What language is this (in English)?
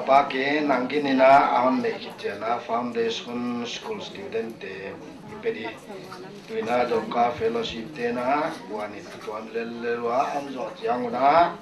Paite Chin